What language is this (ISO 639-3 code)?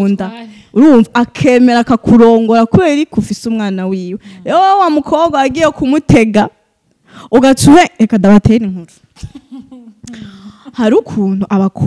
run